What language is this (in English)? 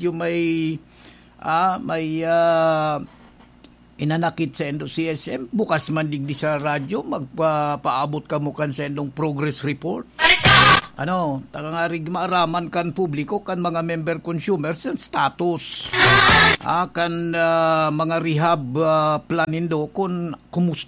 Bikol